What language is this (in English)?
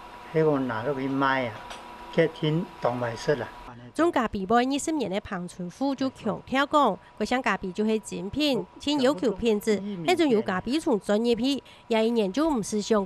Hakka Chinese